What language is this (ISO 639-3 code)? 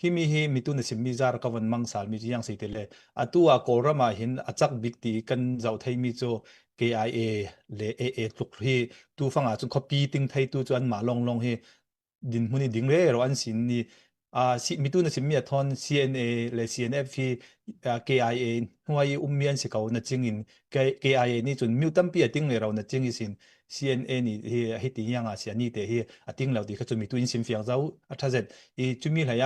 cfm